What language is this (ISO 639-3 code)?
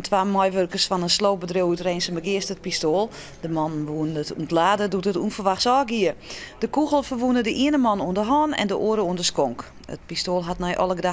fry